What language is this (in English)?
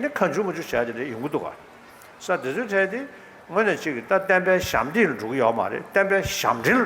Tibetan